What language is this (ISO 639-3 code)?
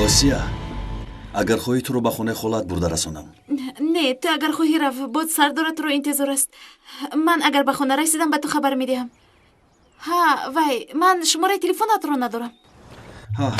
tgk